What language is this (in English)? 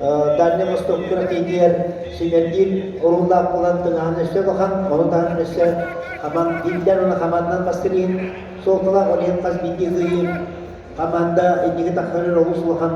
Yakut